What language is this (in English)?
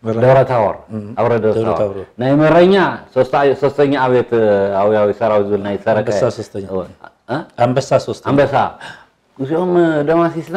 Tigrinya